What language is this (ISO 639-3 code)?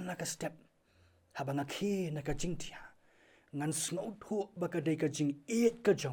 kha